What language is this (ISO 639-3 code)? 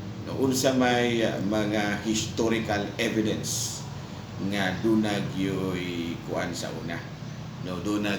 ceb